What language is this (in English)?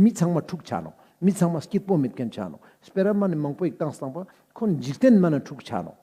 Ladakhi